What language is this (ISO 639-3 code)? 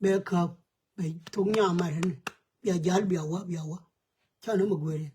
nus